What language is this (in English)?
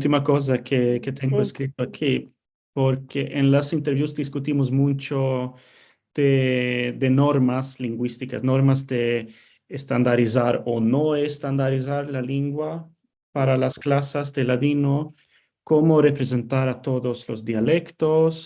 Ladino